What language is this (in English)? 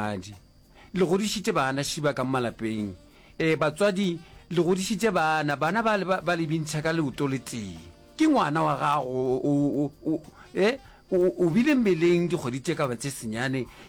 Northern Sotho